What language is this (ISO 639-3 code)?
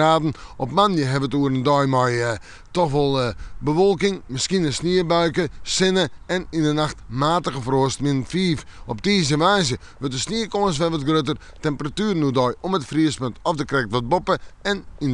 fry